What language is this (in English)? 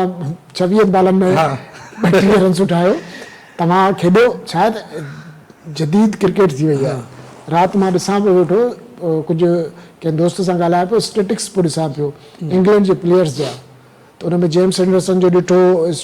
Sindhi